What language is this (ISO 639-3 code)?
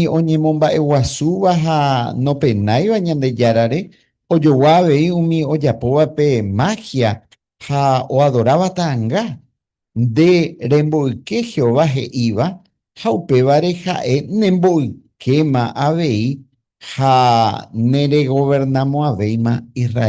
grn